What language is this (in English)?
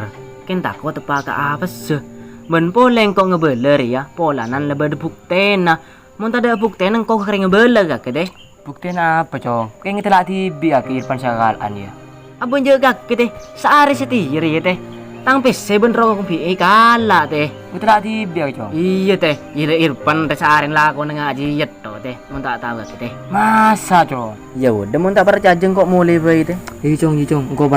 Madurese